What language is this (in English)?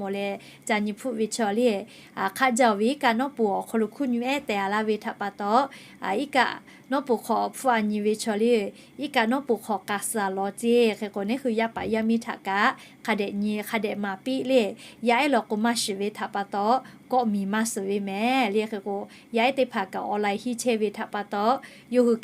Lahu